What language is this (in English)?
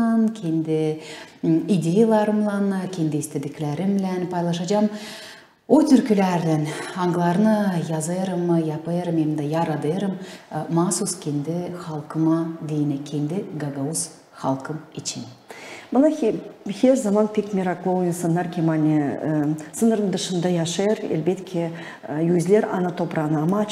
Gagauz